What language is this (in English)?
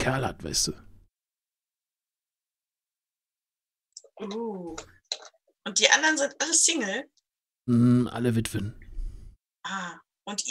German